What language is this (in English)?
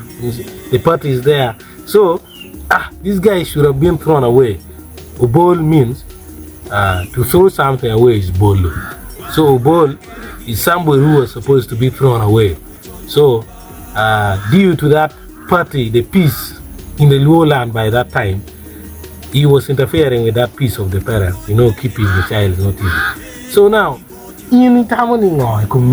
Acoli